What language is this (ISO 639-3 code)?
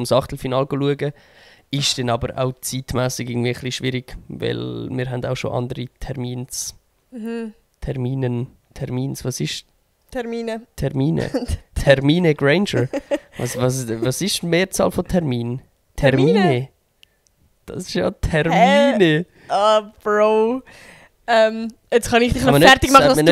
gsw